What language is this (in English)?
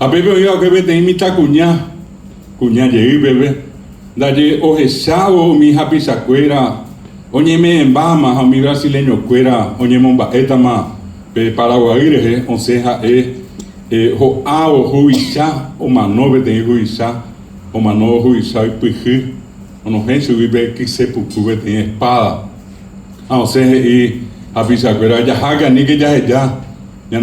Guarani